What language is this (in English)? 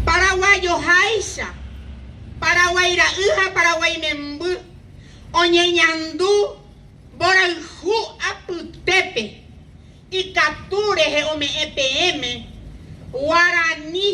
Guarani